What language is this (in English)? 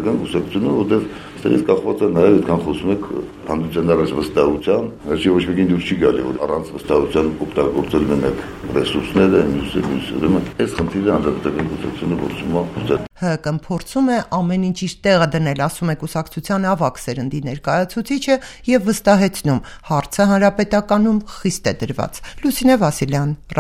Armenian